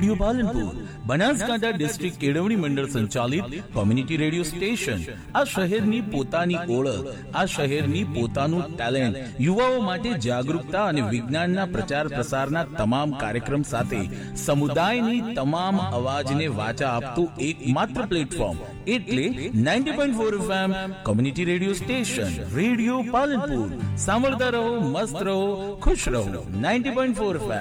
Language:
Gujarati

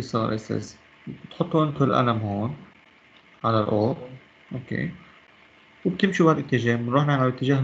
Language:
North Levantine Arabic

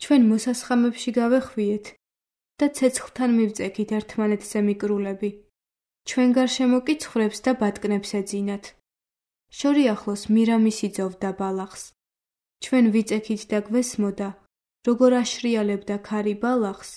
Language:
Georgian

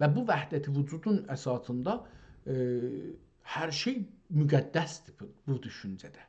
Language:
South Azerbaijani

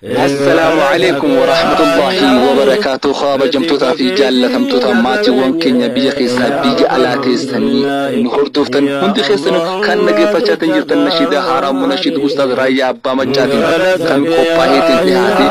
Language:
Oromo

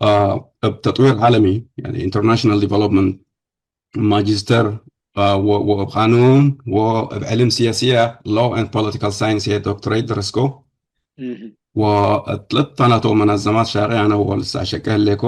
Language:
Tigre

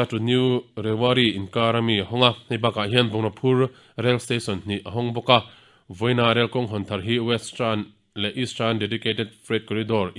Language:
Mizo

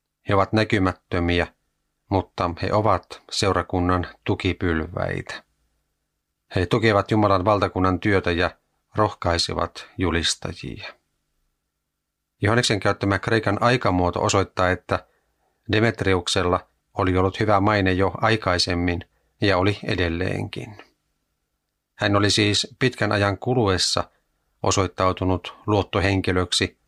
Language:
Finnish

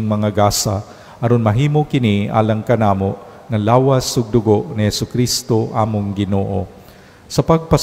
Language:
Cebuano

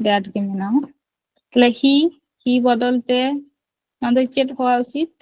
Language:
Santali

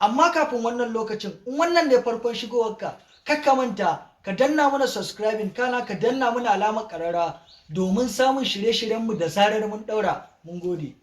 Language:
Hausa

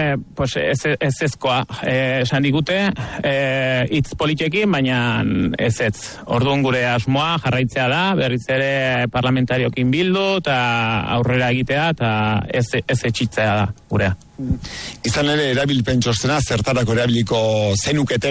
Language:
Basque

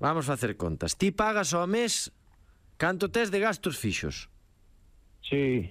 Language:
Galician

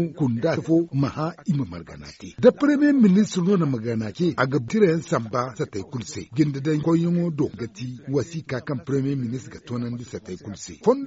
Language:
Zarma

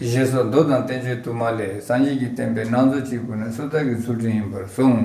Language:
Tibetan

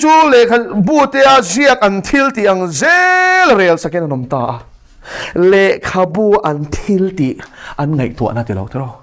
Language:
Mizo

